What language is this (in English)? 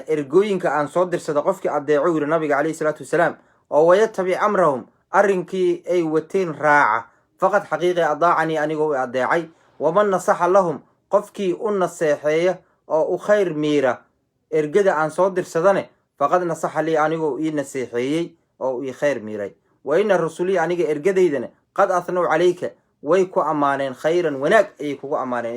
Somali